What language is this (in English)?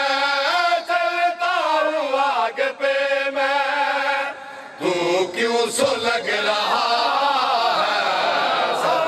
Urdu